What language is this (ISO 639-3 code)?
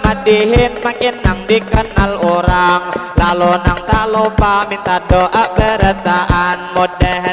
bjn